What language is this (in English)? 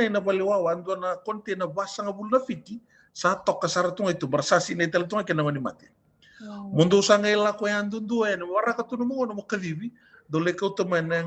Fijian